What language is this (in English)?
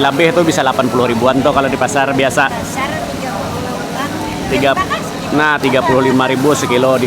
Banjar